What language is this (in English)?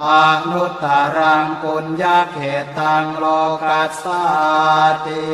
Pali